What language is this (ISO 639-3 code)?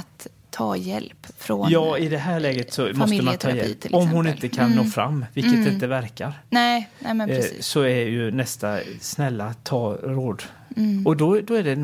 swe